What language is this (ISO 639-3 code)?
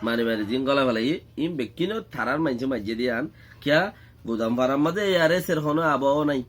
rhg